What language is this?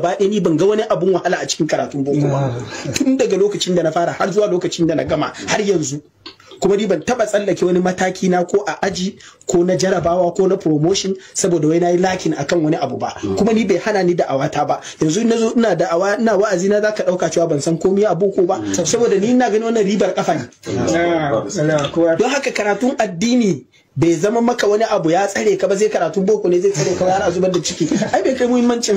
Hausa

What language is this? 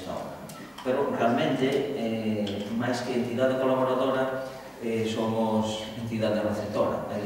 Galician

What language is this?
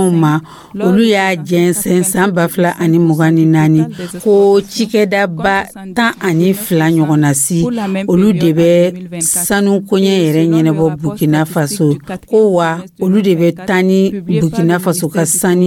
Dyula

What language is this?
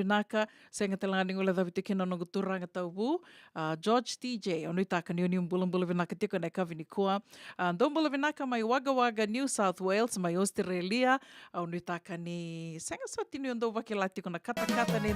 Fijian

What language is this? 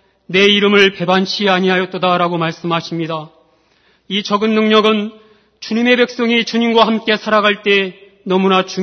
Korean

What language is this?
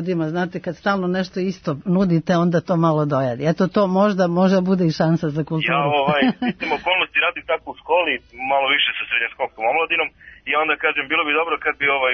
Serbian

